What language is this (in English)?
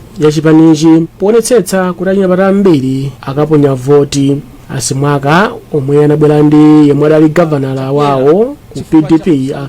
Nyanja